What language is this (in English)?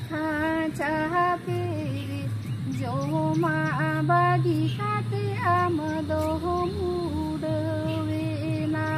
Santali